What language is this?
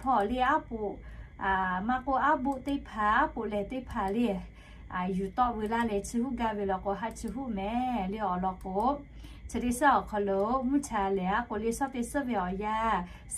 Lahu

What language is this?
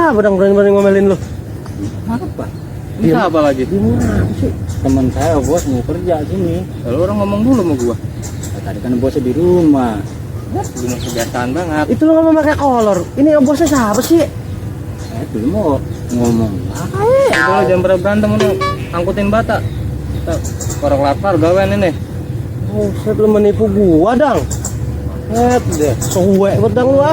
Betawi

